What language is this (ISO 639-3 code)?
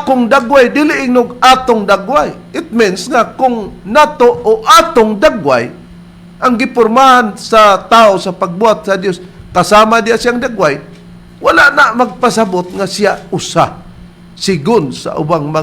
ceb